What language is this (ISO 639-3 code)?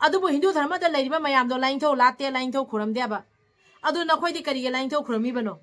mni